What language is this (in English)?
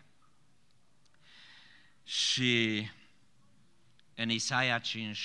Romanian